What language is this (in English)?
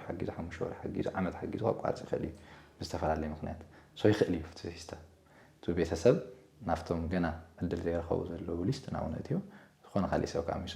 Tigrinya